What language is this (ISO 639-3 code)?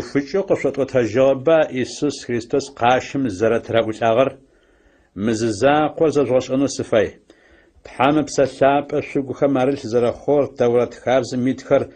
ady